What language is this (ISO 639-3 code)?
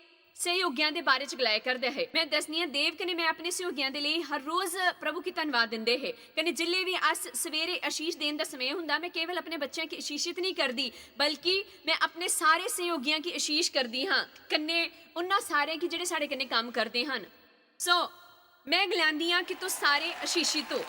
doi